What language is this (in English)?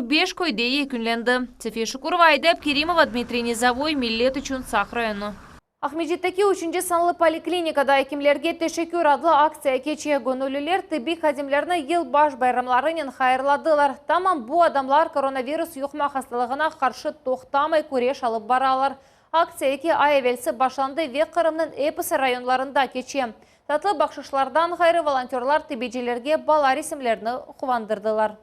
Crimean Tatar